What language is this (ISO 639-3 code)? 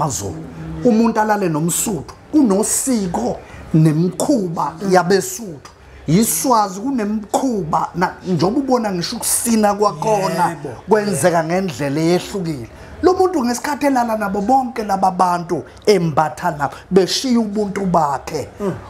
zul